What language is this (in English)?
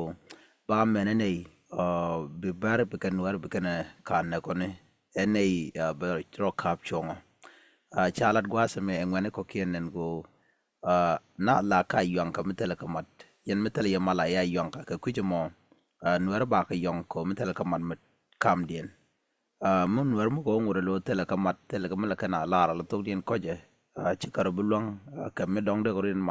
Nuer